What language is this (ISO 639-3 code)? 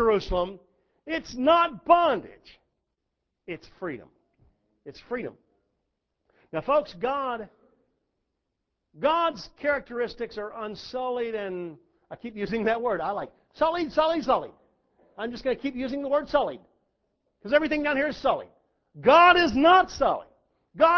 eng